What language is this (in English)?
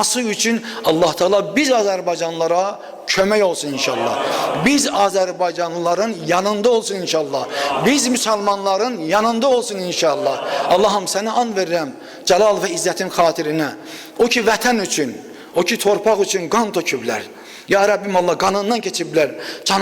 Azerbaijani